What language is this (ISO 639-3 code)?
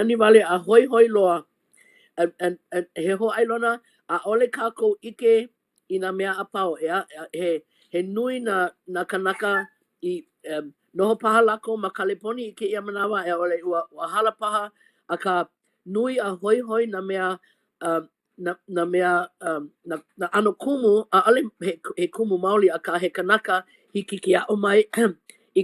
haw